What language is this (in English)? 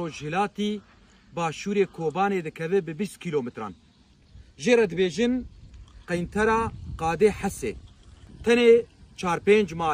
Kurdish